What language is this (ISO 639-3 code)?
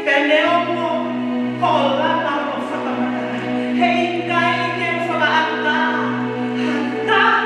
ton